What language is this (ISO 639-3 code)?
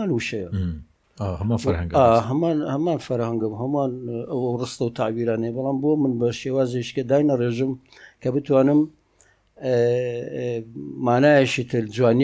ckb